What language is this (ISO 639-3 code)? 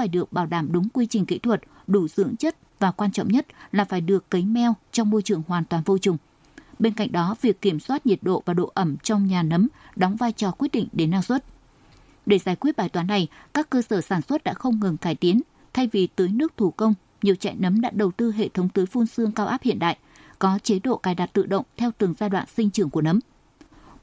vie